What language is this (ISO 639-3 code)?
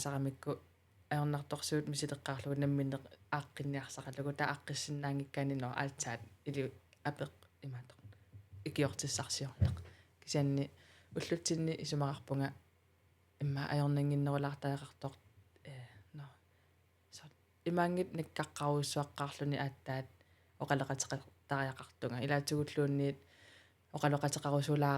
kal